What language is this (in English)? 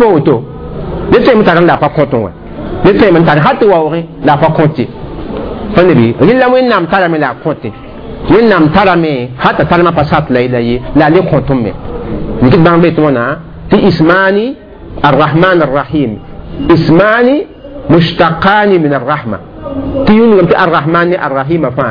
Mossi